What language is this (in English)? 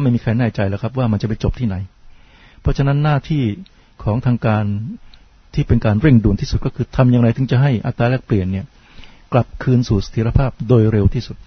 Thai